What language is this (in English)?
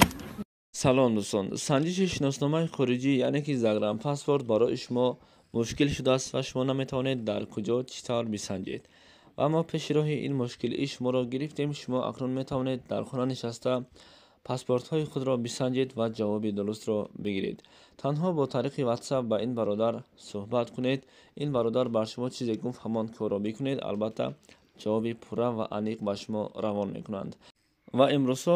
Tajik